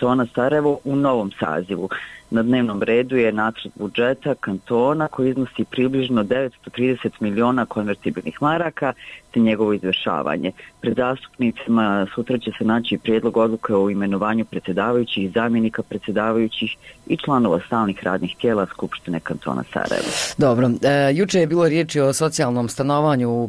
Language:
Bosnian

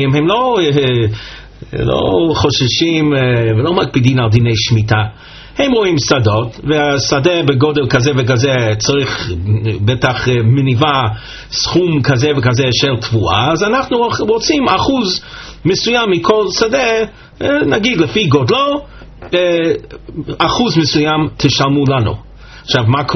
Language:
Hebrew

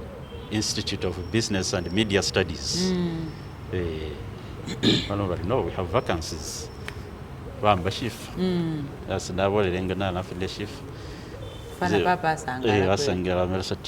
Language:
Masaaba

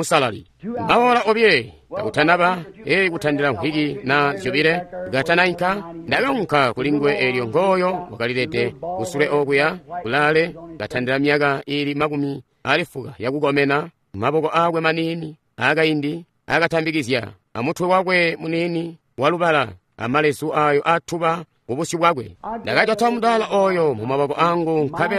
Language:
Tonga (Zambia)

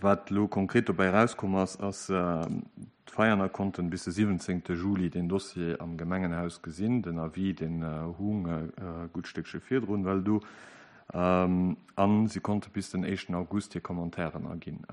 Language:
Luxembourgish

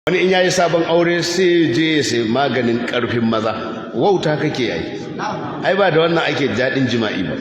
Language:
Hausa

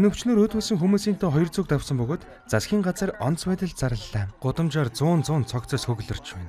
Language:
Mongolian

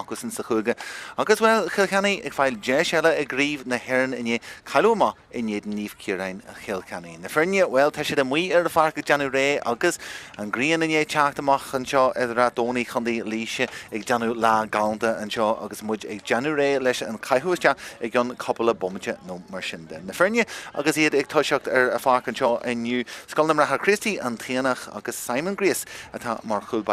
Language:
Irish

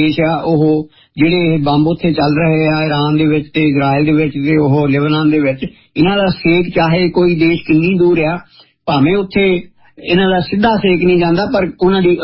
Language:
Punjabi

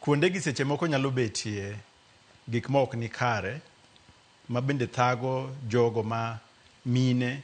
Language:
Luo (Kenya and Tanzania)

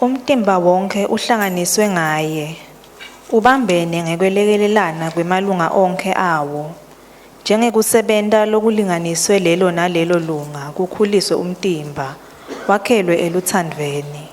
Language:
Swati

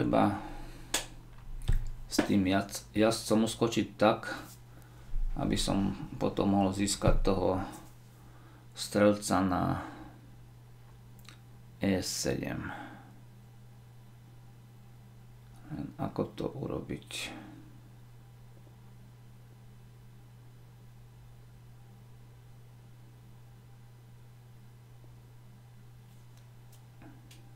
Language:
Slovak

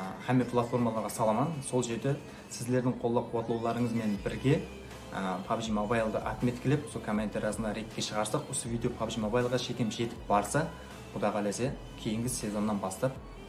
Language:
Kara-Kalpak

